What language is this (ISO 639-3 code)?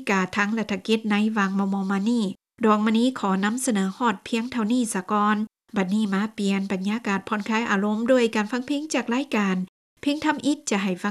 lao